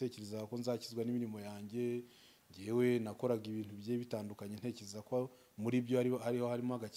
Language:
Kinyarwanda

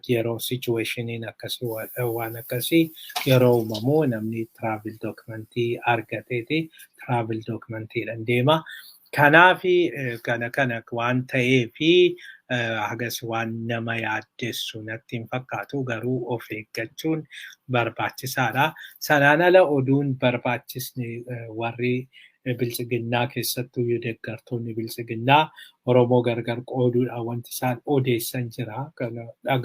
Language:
Oromo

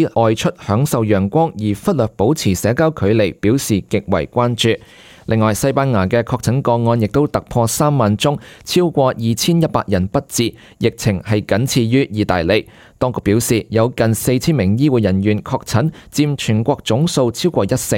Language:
Cantonese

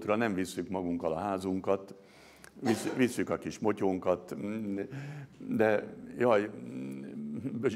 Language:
Hungarian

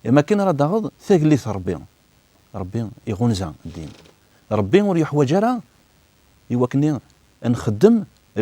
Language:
Kabyle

